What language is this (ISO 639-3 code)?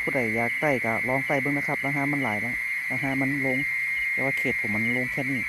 tts